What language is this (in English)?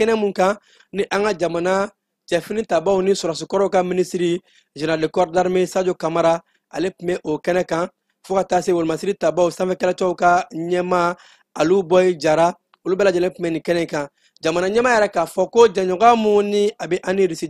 Bambara